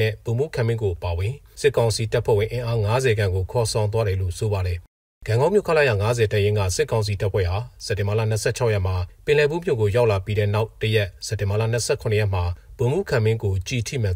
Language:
Burmese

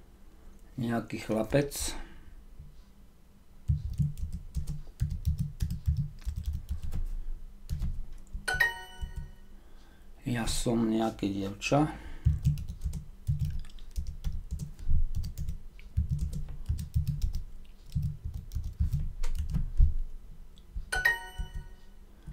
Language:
Slovak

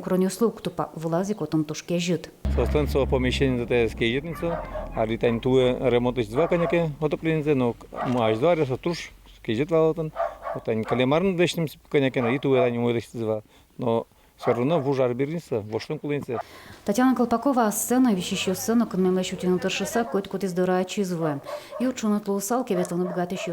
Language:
Udmurt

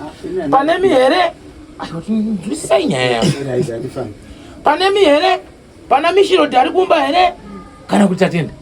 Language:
Shona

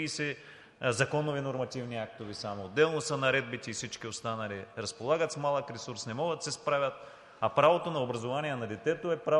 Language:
Bulgarian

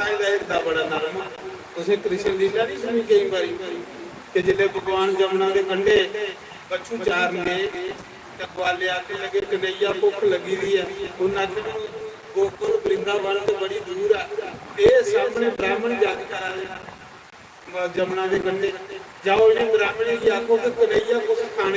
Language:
Dogri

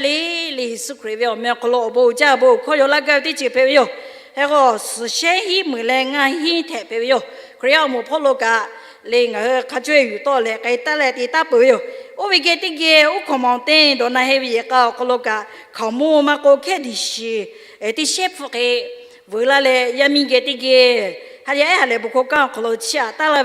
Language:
Lahu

